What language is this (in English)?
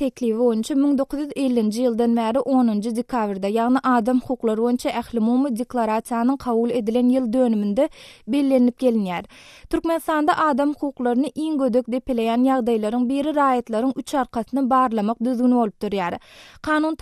Turkmen